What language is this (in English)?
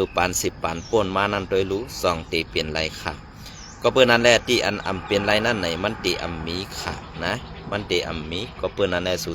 Shan